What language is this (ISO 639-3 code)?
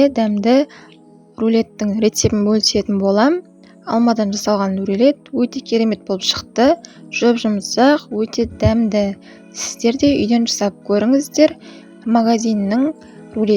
kaz